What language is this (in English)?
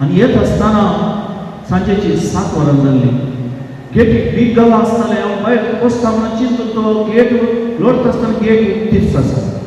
Konkani